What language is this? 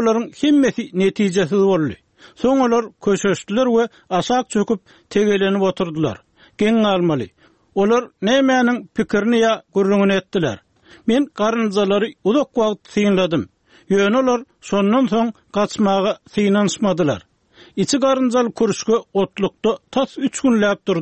Turkmen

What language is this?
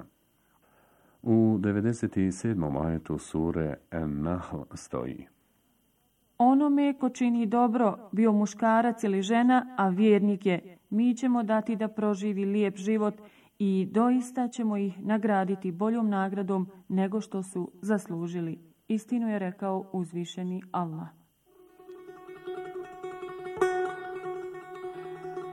Bosnian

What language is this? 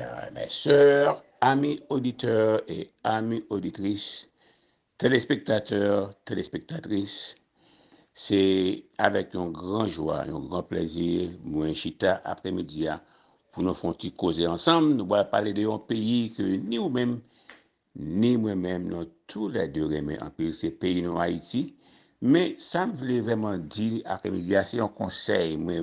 Haitian Creole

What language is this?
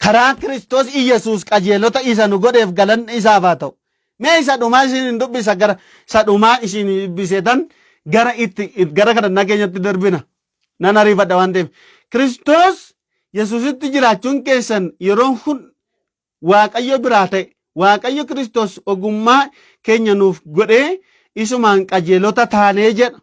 Oromo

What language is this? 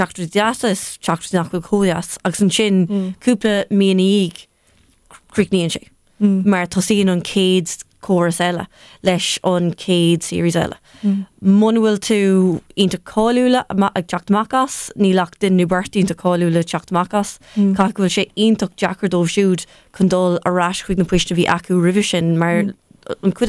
Irish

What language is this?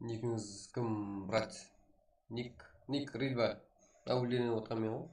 Kara-Kalpak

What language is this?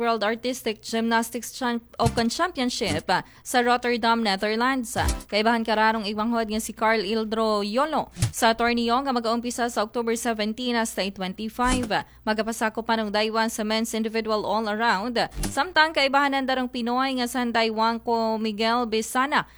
Aklanon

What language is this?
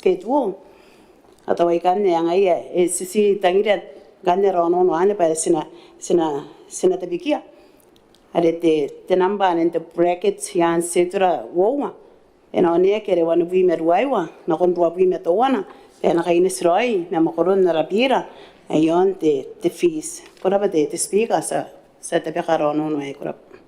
Gilbertese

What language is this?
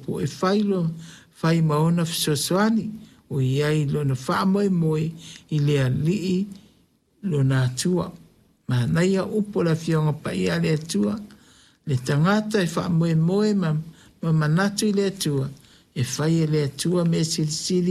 Samoan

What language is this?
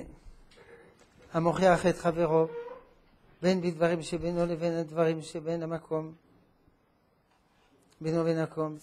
Hebrew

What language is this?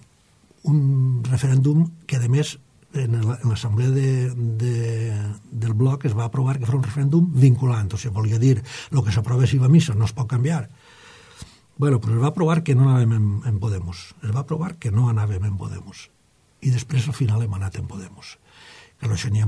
Catalan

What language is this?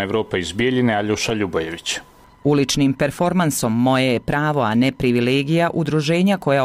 Croatian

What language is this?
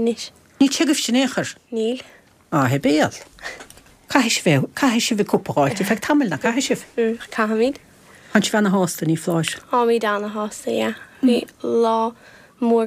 Irish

